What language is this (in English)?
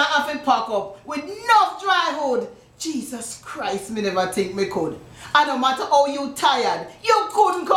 Jamaican Creole English